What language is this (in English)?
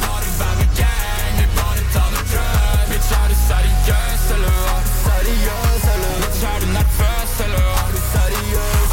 Norwegian